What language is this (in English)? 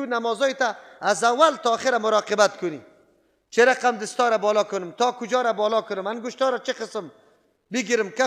Persian